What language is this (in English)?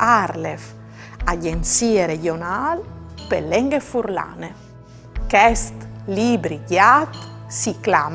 Friulian